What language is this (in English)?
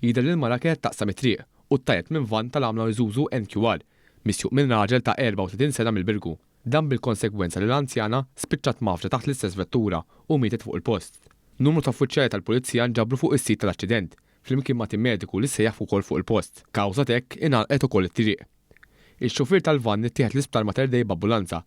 Maltese